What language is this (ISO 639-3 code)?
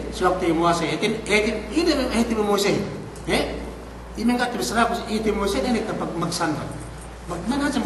yka